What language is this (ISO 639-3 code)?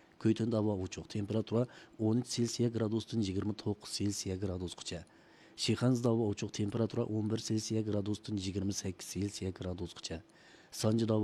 uig